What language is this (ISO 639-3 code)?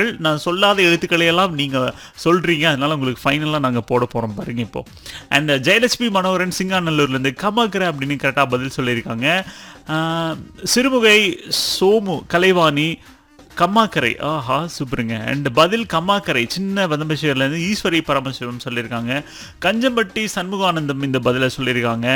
tam